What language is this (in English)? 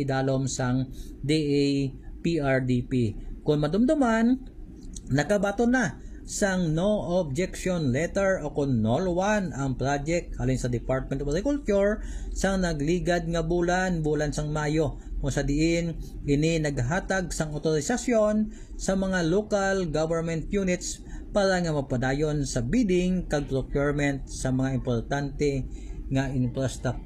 Hiligaynon